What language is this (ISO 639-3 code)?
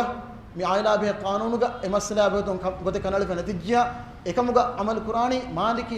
div